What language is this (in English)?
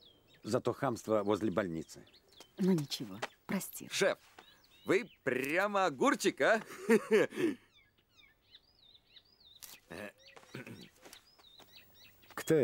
Russian